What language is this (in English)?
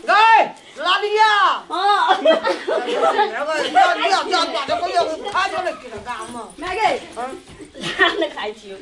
Maithili